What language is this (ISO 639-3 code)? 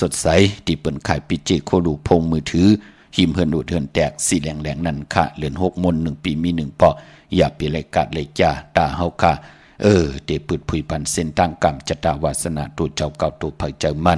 shn